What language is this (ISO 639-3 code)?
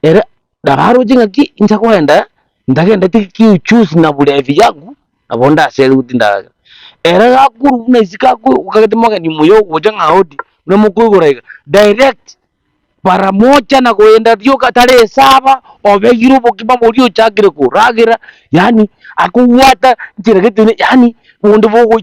guz